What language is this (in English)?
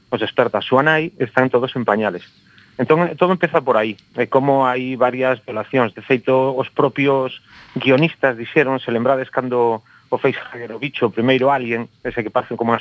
Galician